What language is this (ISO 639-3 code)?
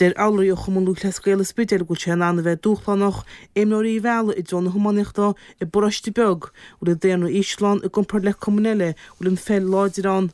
gle